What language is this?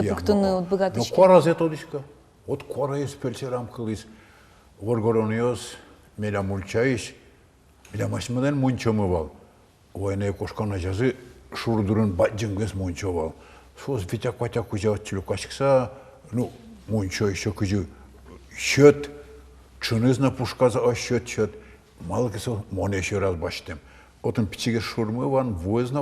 Udmurt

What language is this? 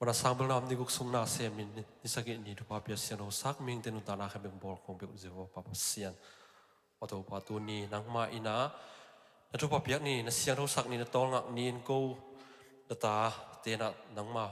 Tedim Chin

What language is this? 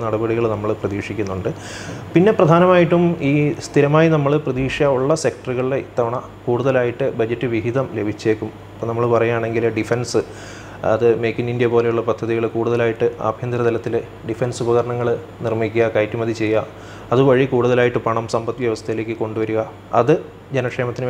Malayalam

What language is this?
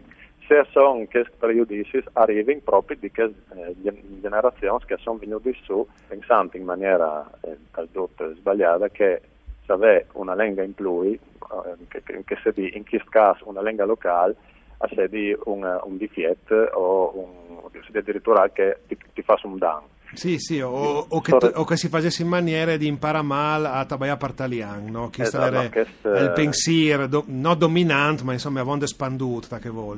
Friulian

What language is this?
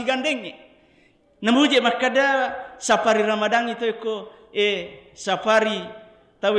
Buginese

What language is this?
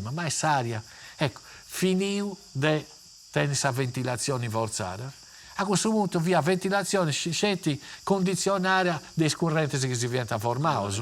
Sardinian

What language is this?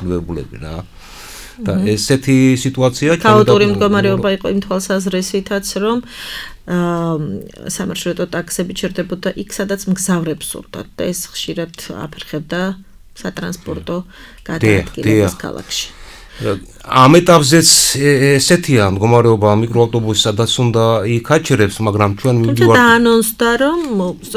Georgian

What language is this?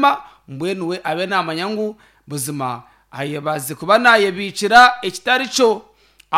Nyankole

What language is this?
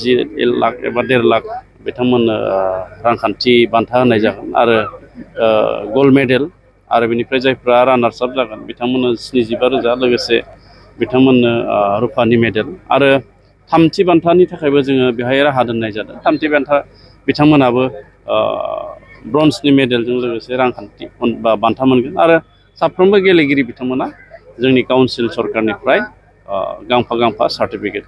Bodo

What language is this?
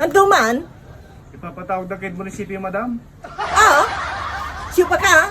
Pangasinan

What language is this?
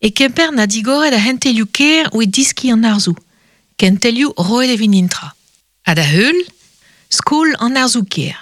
Breton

